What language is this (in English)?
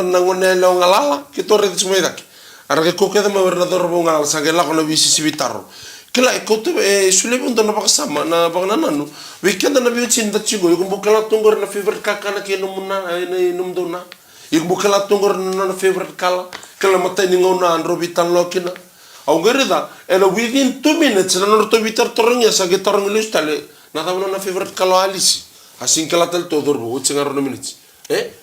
Fijian